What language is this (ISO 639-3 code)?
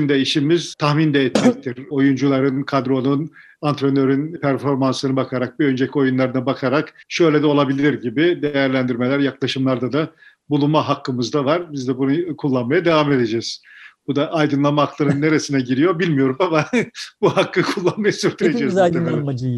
tur